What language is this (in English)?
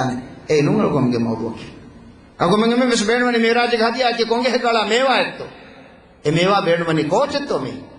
Divehi